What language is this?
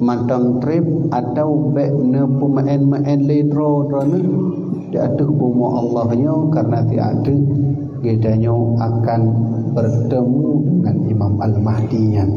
Achinese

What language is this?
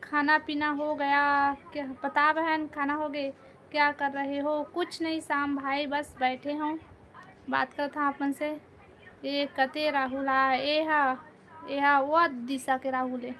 Chhattisgarhi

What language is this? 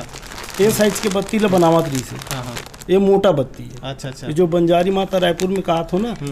Chhattisgarhi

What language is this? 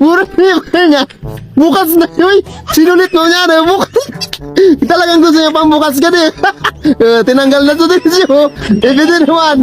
Bikol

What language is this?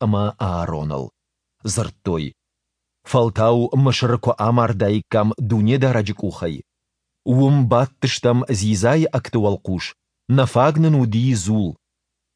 Ossetic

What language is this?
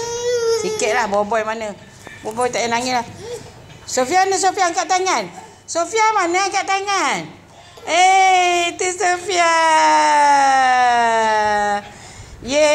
Malay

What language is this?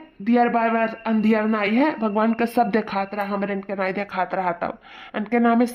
Awadhi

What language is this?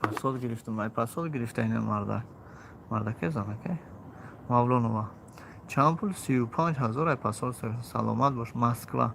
Tajik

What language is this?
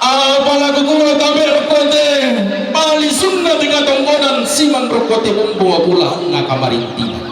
Toraja-Sa'dan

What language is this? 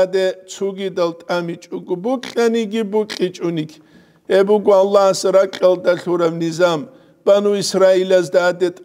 Avaric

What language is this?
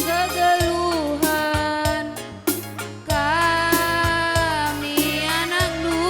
Batak Karo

